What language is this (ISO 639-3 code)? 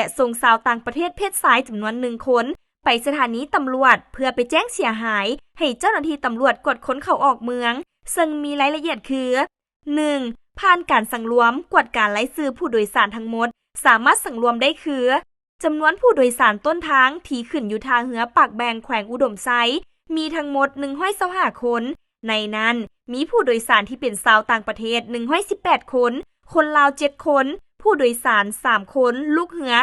lao